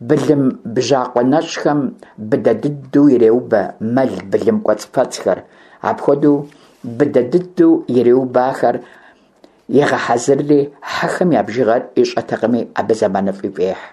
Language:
Kabardian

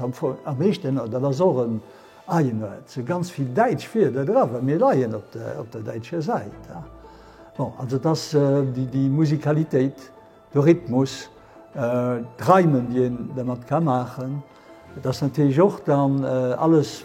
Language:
Luxembourgish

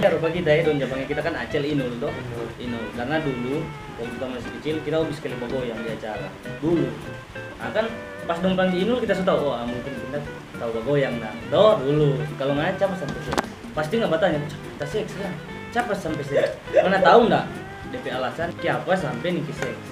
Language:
Manado Malay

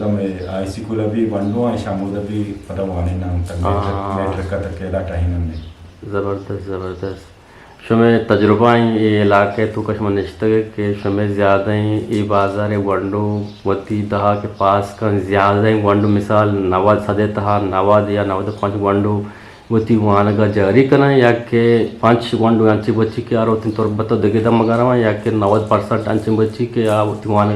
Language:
Eastern Balochi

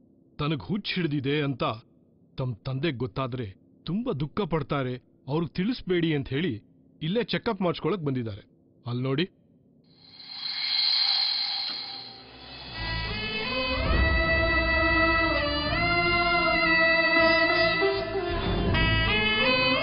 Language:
Kannada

